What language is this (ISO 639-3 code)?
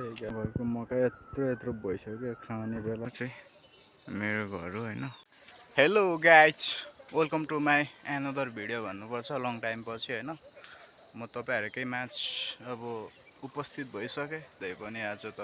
nep